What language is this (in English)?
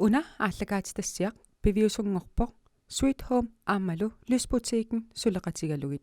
Kalaallisut